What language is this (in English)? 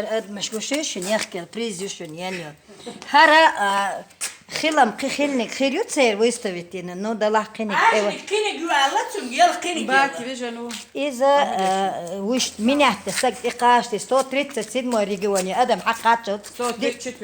Chechen